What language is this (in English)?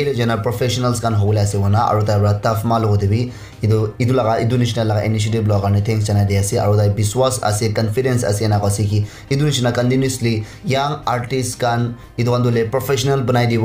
Naga Pidgin